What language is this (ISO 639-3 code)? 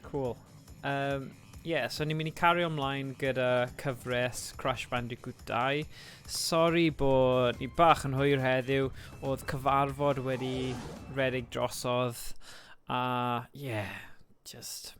cym